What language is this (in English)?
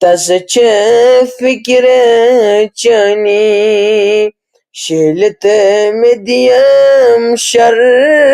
Kashmiri